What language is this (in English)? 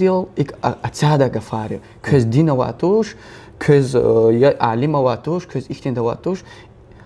Lezghian